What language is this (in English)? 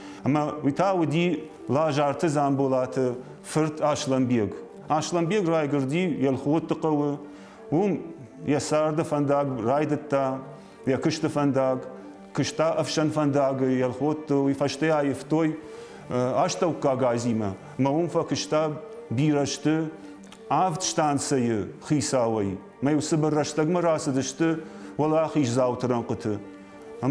Ossetic